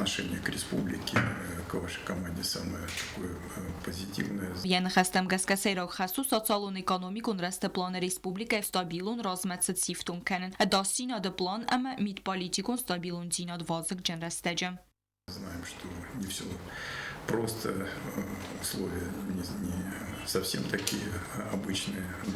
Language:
Ossetic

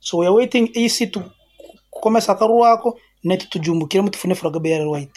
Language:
Nyoro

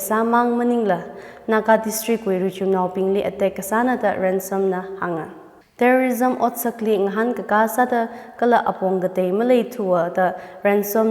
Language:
Tangkhul Naga (India)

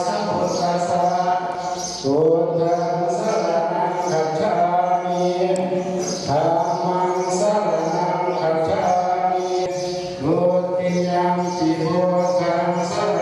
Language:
Pali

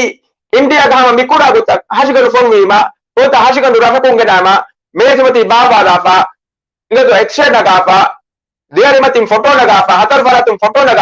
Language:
Divehi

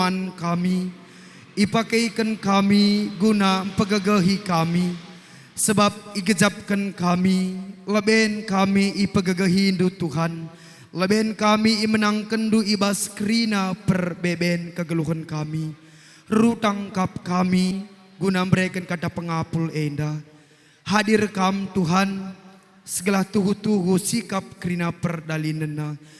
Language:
Batak Karo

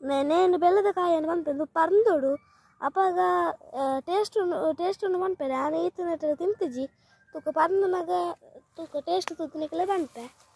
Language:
Tulu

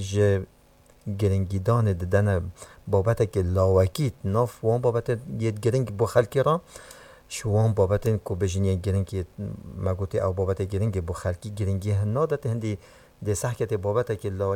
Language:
Kurdish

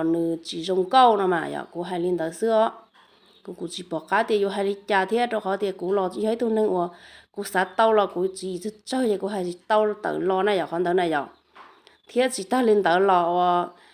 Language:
Hmong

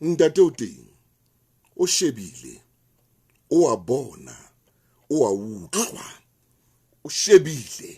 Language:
Southern Sotho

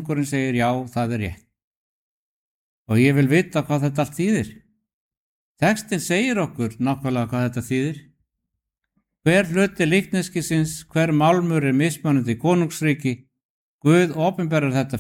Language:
Icelandic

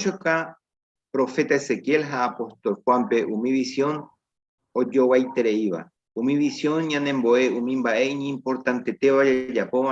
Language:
Guarani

